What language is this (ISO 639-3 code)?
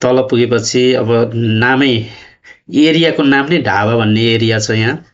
nep